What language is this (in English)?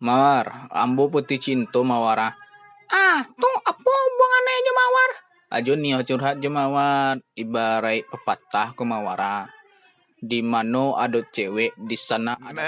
Minangkabau